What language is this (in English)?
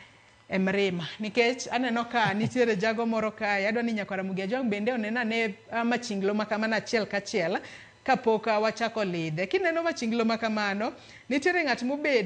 Luo (Kenya and Tanzania)